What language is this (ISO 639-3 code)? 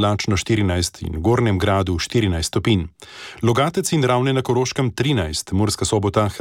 slv